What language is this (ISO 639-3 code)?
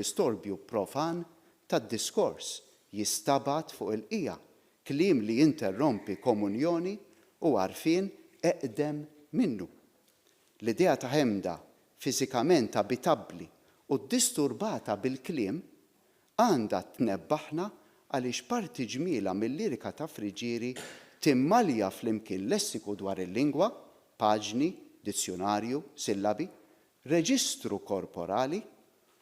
mlt